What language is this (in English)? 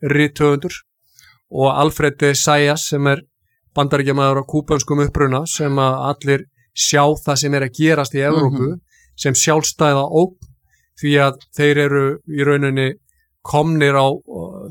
Icelandic